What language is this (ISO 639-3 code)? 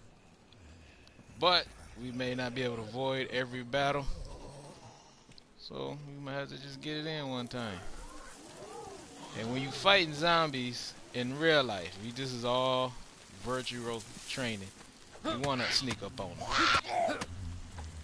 eng